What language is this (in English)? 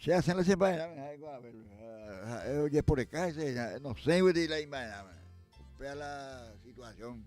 Guarani